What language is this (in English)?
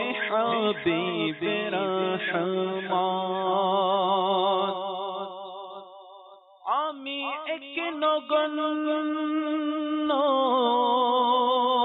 Bangla